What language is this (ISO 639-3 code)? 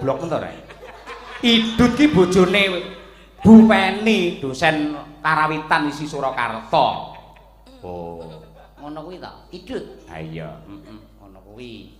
jav